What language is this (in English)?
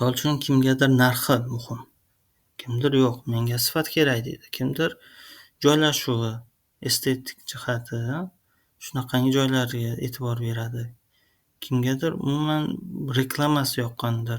Uzbek